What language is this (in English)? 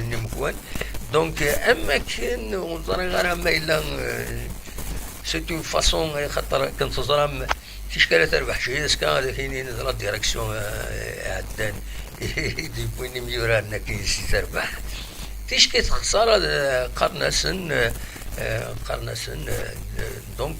Kabyle